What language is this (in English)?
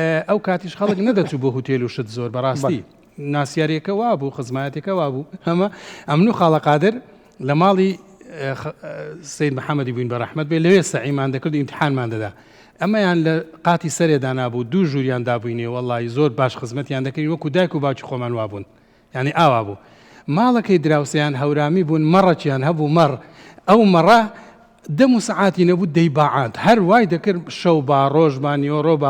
Central Kurdish